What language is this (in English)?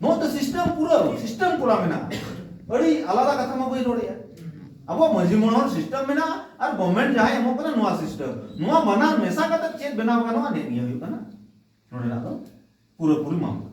Santali